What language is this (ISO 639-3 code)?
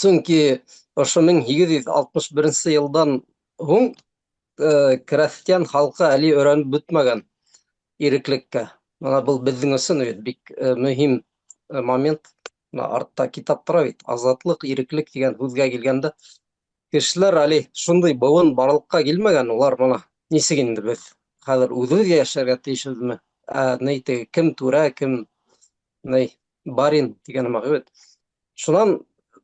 bak